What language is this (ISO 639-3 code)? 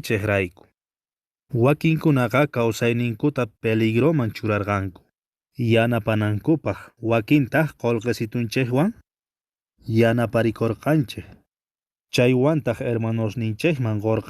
que